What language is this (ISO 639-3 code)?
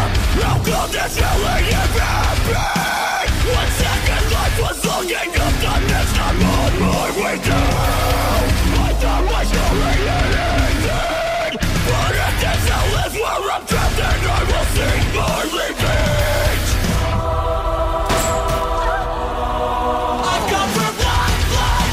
eng